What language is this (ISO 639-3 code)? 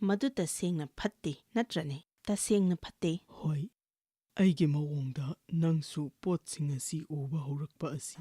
mni